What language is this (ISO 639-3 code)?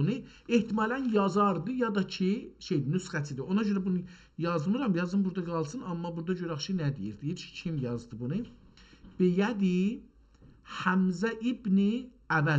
azb